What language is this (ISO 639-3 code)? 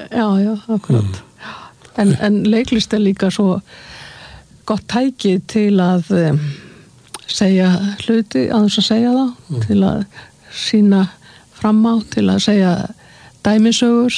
isl